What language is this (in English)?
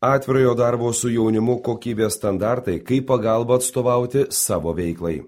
Lithuanian